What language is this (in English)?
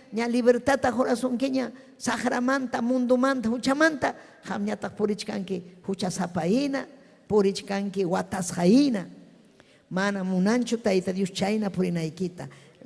Ayacucho Quechua